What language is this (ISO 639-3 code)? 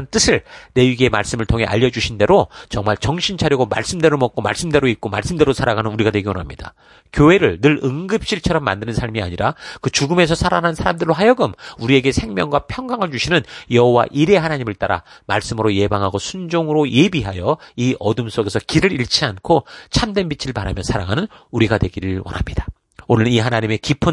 kor